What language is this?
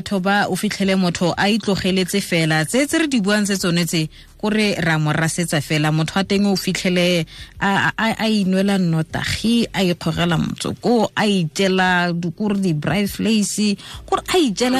Tswana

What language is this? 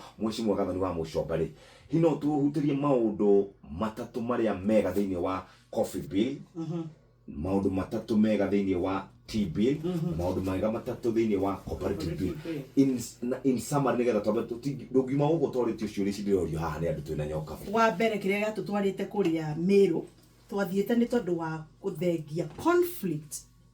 Kikuyu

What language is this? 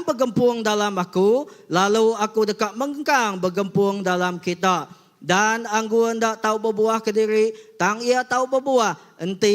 Iban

